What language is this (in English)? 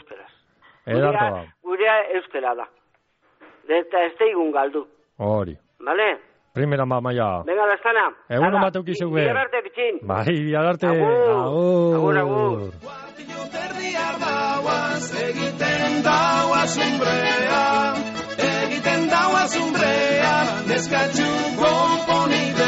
Basque